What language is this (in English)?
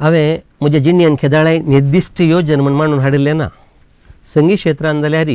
Konkani